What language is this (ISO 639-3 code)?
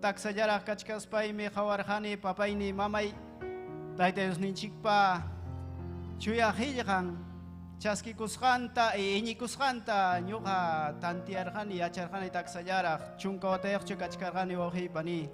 quy